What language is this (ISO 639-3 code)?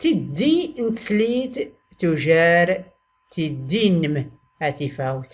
shi